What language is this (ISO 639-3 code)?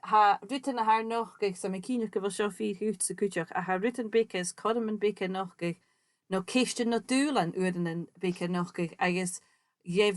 gla